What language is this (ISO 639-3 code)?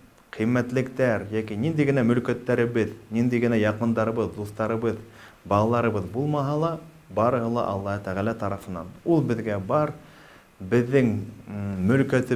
bak